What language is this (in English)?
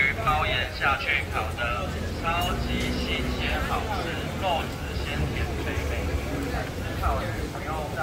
Chinese